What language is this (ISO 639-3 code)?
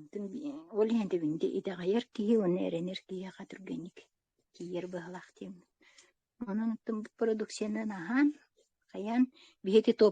sah